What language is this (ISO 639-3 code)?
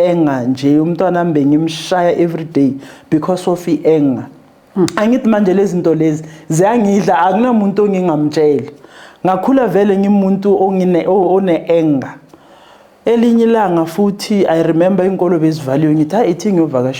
zul